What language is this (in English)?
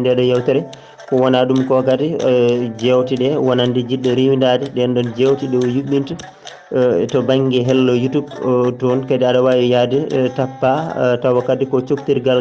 Fula